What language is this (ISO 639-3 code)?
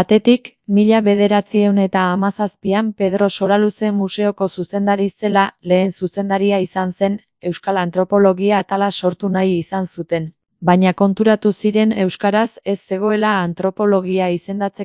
eus